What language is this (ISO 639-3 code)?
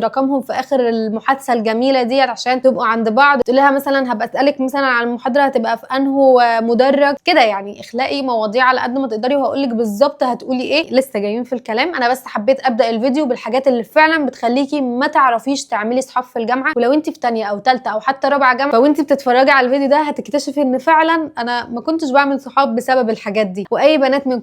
arz